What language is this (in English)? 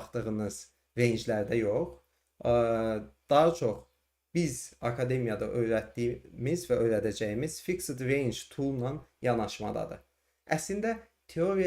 Azerbaijani